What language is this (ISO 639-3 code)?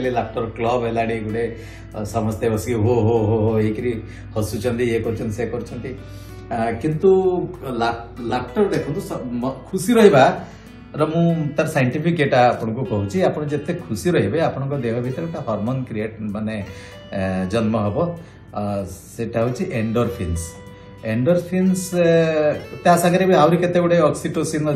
ori